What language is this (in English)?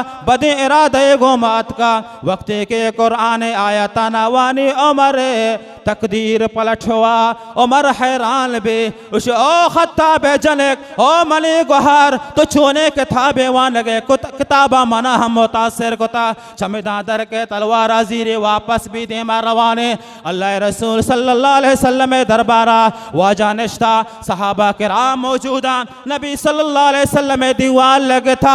Baluchi